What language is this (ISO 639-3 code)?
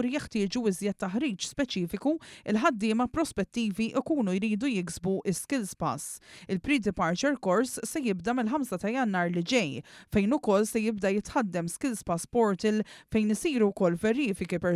mlt